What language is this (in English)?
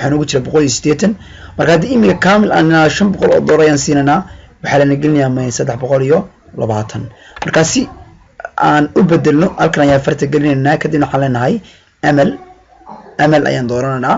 Somali